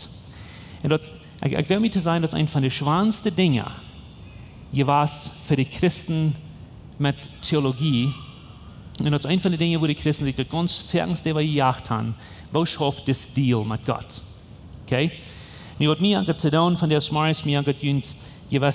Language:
Plautdietsch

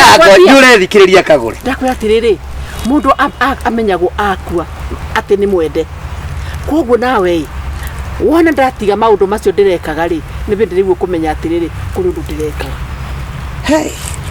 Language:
Kikuyu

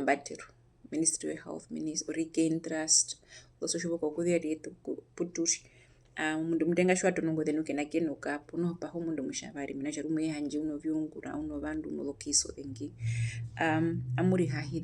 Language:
Herero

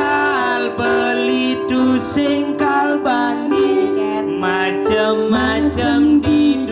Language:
Balinese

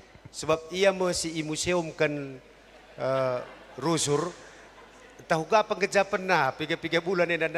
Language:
Batak Karo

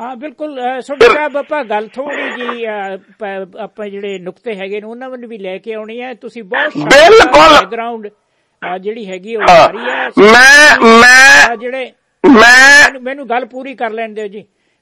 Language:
Punjabi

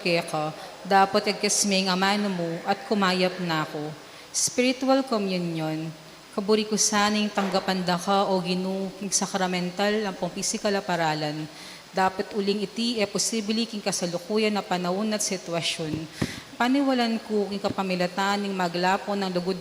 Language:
Pampanga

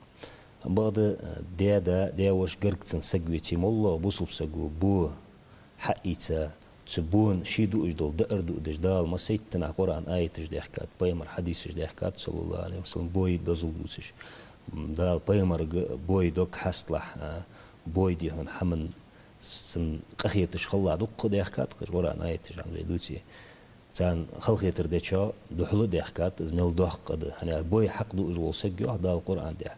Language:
Ingush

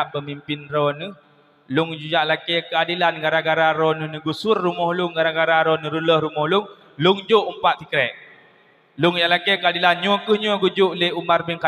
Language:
Achinese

